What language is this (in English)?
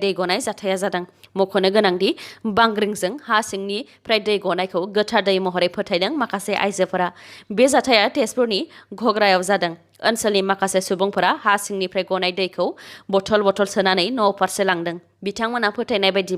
Bodo